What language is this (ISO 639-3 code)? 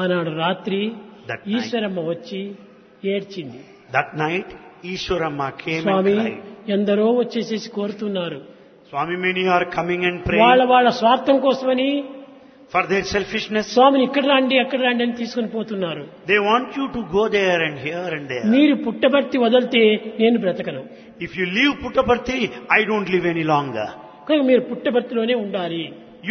tel